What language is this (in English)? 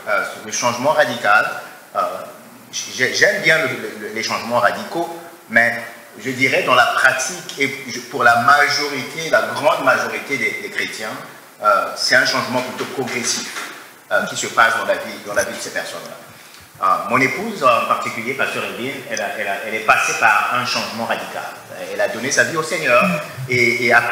French